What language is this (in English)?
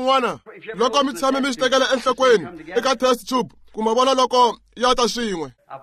Tsonga